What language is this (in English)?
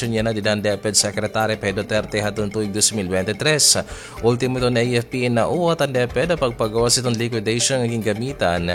Waray